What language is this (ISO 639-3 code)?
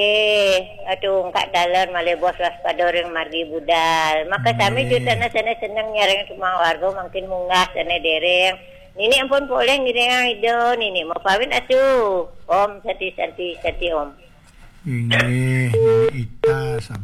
ban